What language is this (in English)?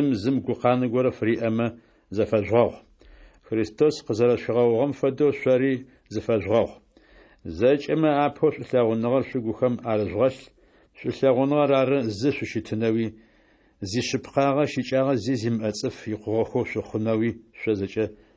Adyghe